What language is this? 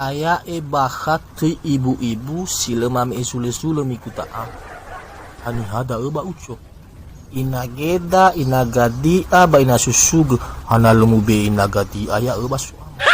Nias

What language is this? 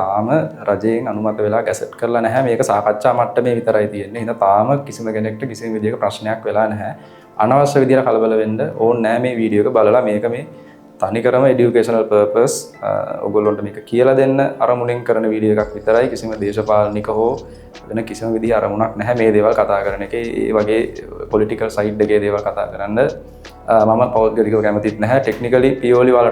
Sinhala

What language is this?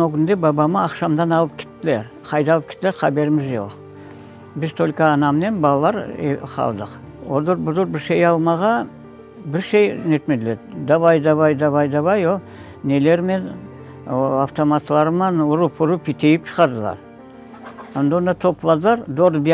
Crimean Tatar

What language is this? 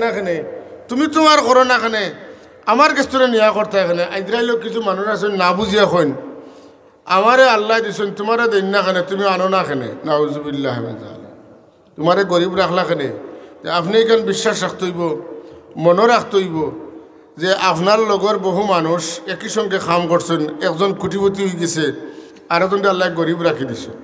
Sylheti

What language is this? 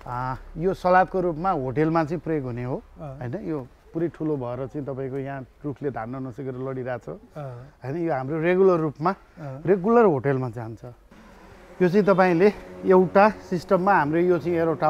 Nepali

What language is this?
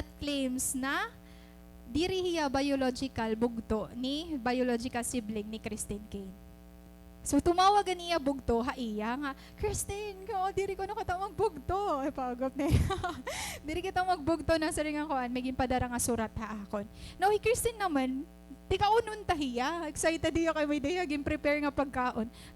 Waray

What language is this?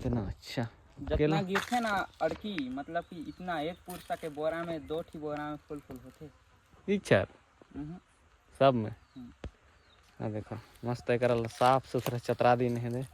Chhattisgarhi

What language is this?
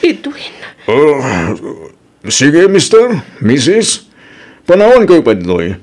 Iloko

